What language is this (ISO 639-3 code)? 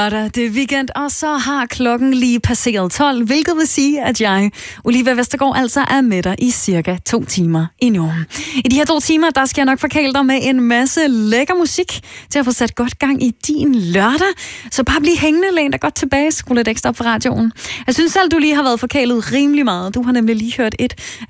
dan